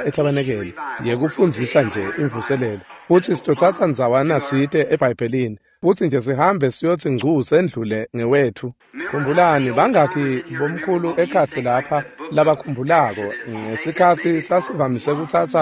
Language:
Swati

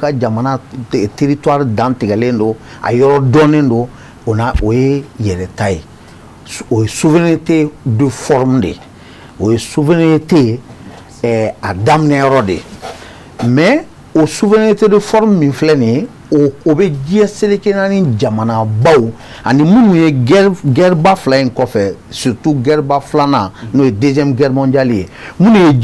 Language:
Bambara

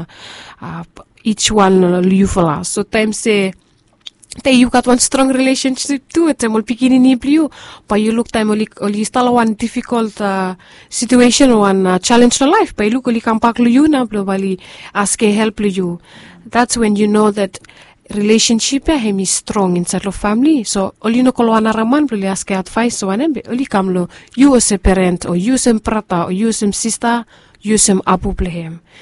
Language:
Bislama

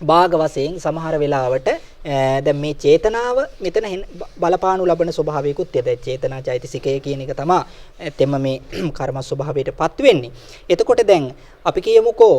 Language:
Sinhala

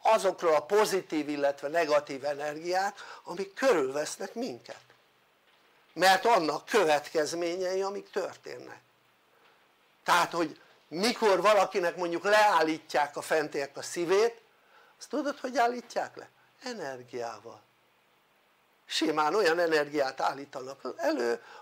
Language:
Hungarian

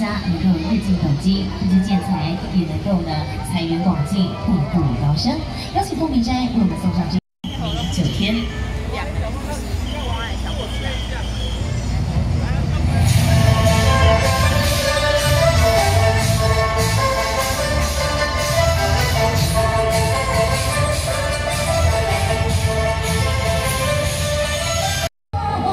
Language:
Chinese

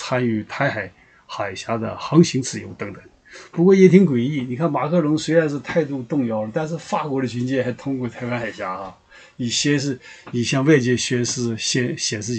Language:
Chinese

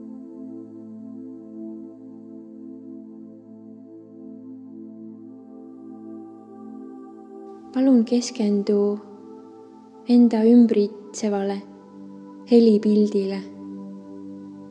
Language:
Estonian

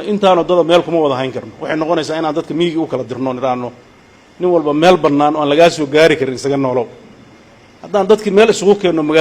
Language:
Somali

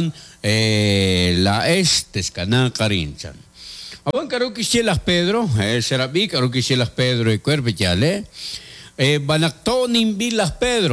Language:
Kekchí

